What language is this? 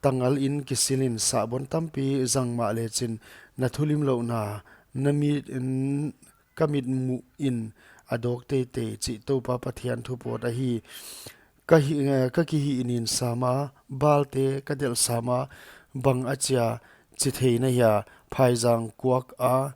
Paite Chin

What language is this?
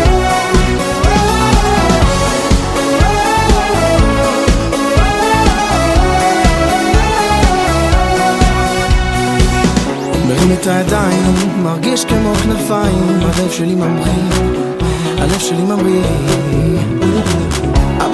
Hebrew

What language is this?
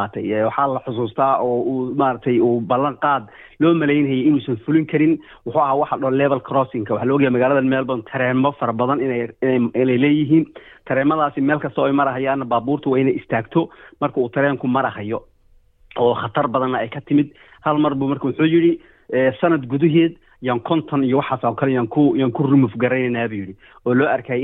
Somali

